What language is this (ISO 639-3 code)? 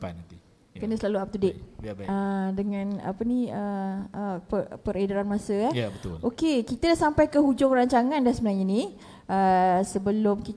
msa